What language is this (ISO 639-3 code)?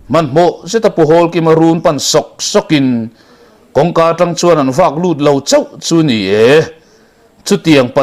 lus